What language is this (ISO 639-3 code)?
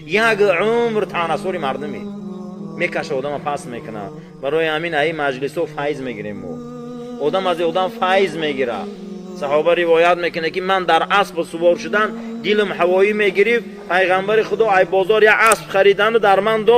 tgk